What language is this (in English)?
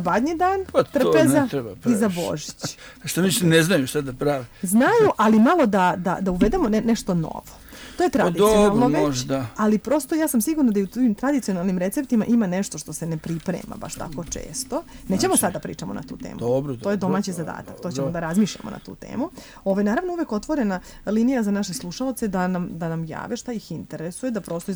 Serbian